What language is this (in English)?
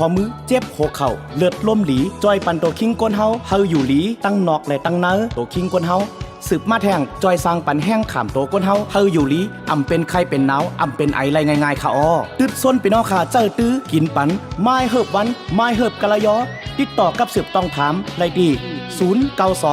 Shan